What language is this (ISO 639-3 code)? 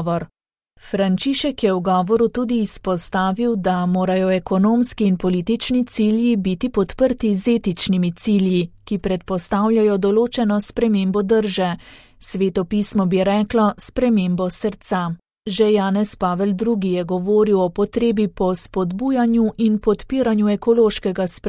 slv